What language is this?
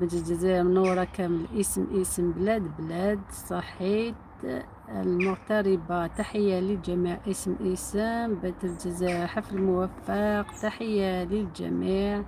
Algerian Arabic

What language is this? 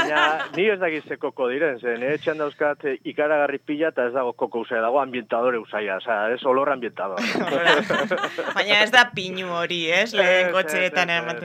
Basque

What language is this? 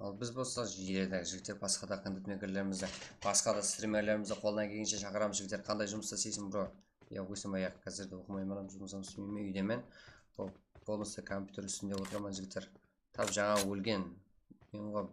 Kara-Kalpak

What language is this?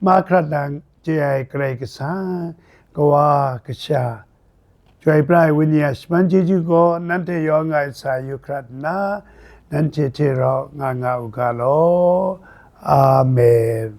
Kachin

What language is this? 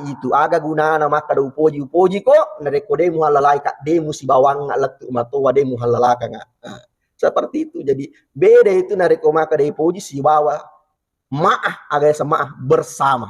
Buginese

